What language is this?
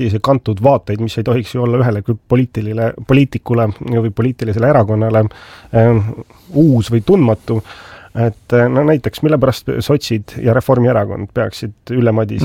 Estonian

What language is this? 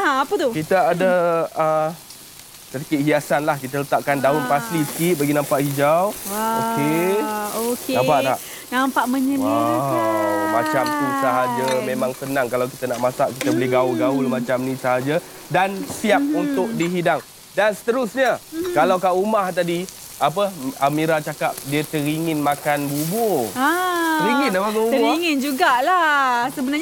Malay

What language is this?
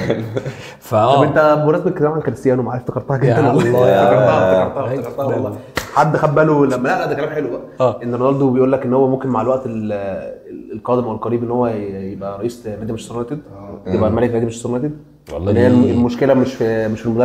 Egyptian Arabic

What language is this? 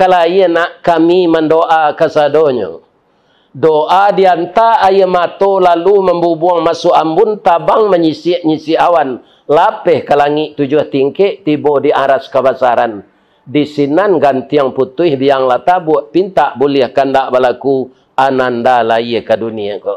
Minangkabau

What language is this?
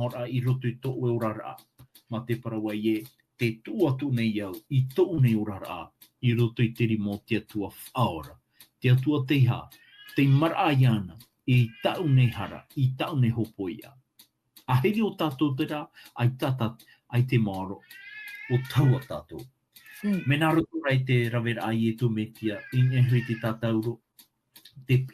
Tahitian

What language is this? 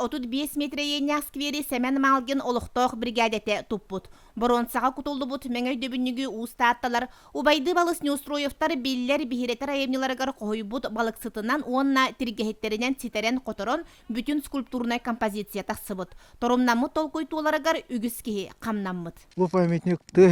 Yakut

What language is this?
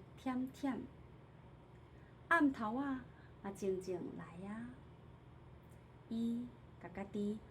Min Nan Chinese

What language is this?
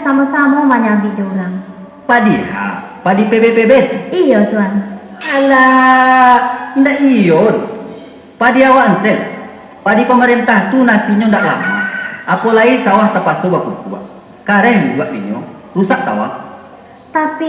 Minangkabau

